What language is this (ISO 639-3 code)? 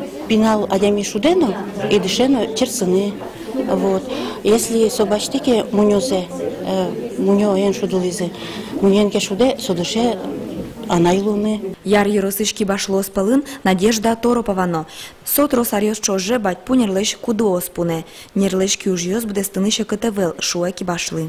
udm